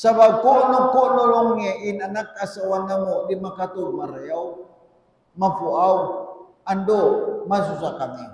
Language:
Tausug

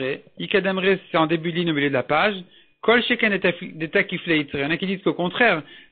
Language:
French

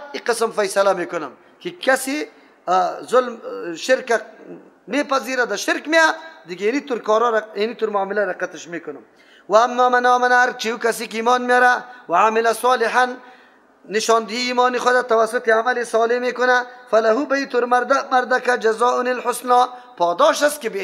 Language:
Persian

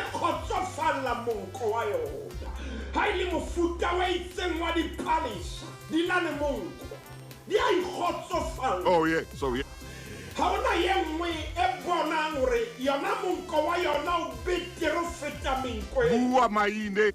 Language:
Southern Sotho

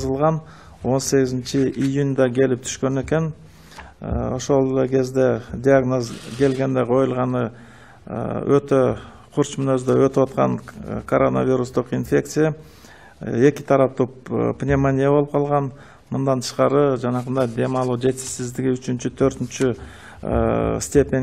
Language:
Kyrgyz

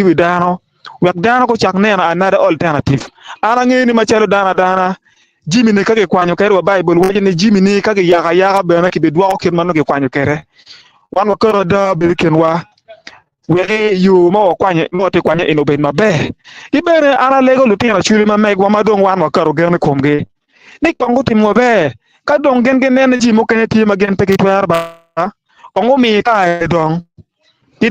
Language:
Acoli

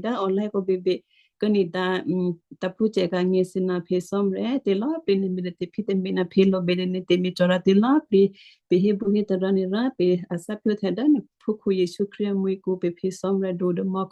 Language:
Western Kayah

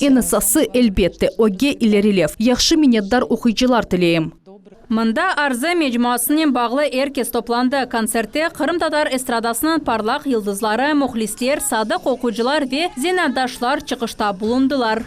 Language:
Crimean Tatar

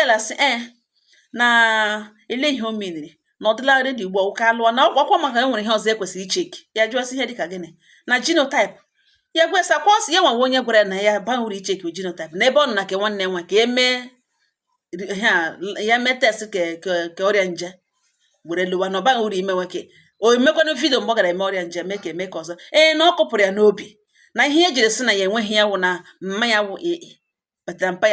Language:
Igbo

